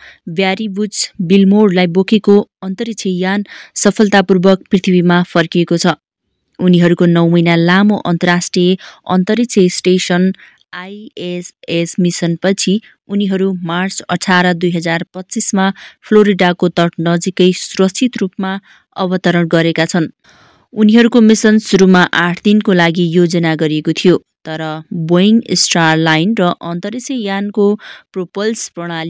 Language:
Nepali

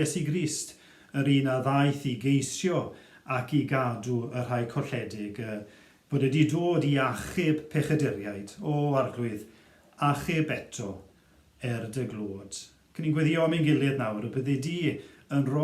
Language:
Welsh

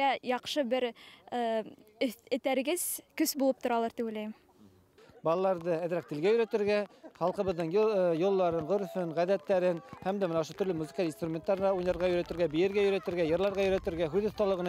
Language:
Bashkir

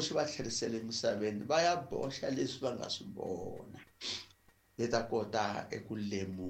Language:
Tsonga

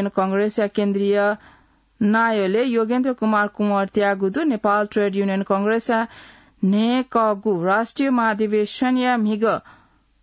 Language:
Newari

